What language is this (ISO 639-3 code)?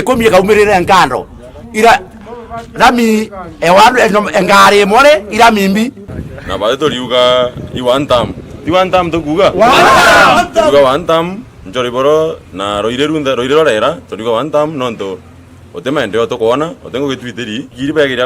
mer